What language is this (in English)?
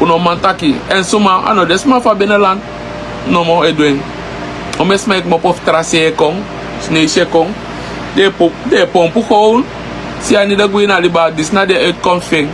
Sranan Tongo